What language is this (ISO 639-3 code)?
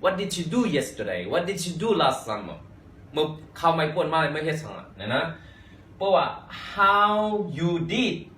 shn